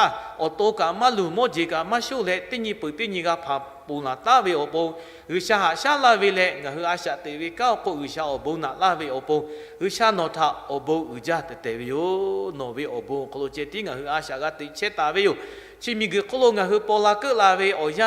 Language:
Lahu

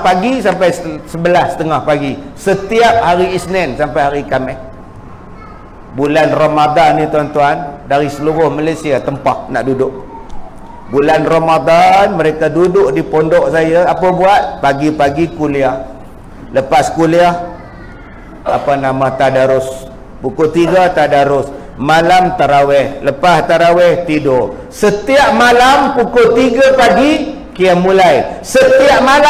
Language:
Malay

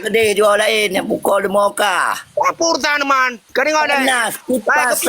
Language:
Achinese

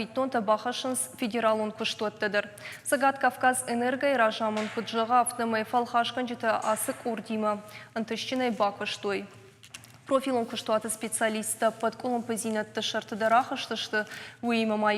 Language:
Ossetic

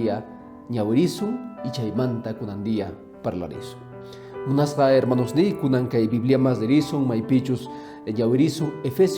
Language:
Quechua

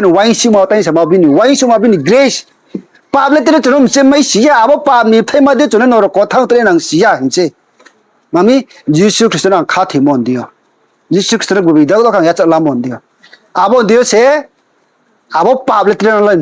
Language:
Riang (India)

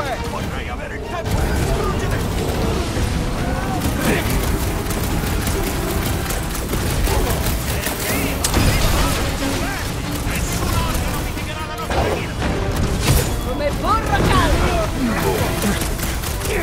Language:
Italian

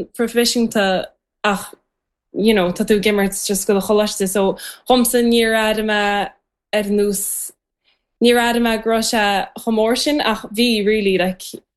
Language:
Irish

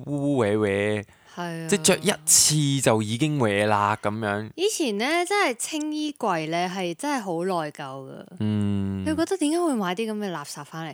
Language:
Cantonese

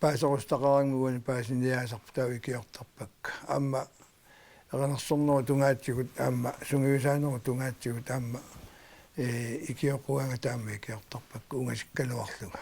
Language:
Kalaallisut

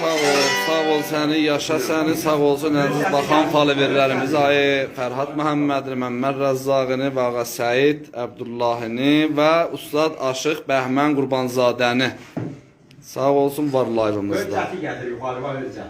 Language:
South Azerbaijani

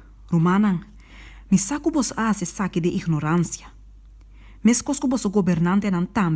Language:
Papiamento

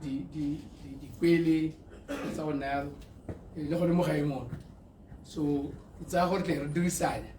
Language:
Tswana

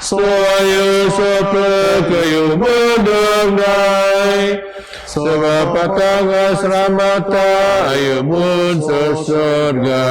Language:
Biatah Bidayuh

